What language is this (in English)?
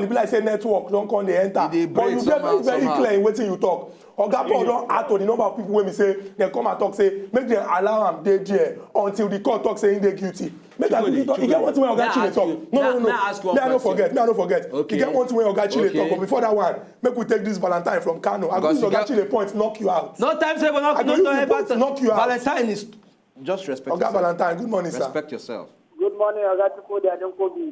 Nigerian Pidgin